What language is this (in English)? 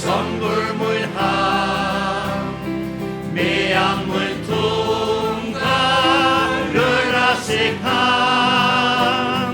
Faroese